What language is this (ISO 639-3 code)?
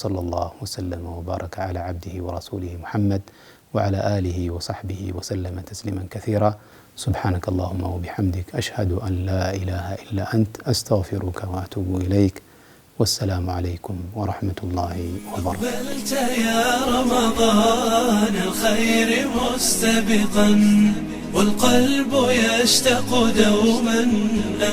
tir